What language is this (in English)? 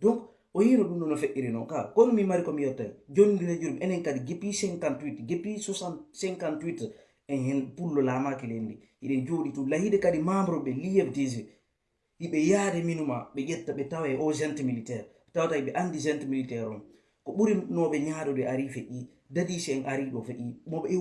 Fula